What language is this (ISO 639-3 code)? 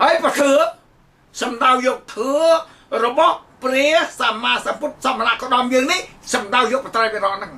khm